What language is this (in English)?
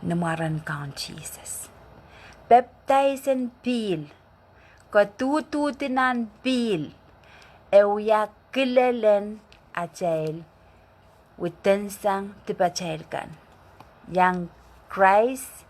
Pohnpeian